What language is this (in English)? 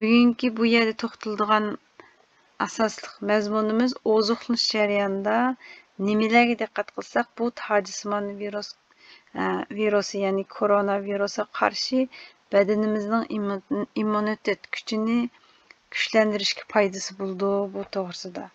Uyghur